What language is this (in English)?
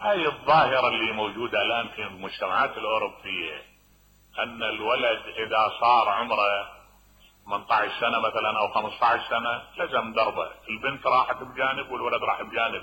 Mesopotamian Arabic